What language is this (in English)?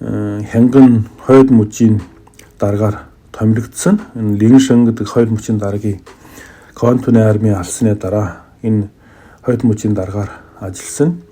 Mongolian